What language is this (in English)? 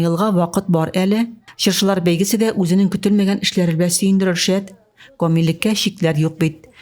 Tatar